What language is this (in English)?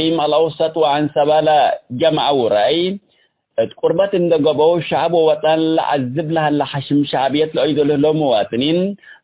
Tigre